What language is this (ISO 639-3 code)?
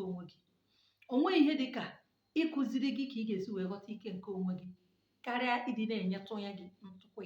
ibo